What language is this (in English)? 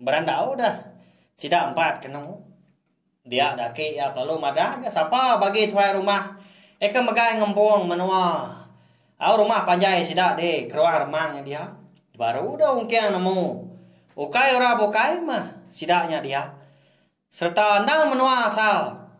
Iban